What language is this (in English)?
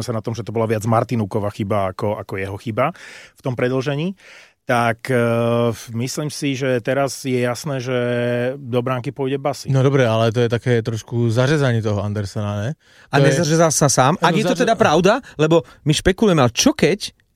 Slovak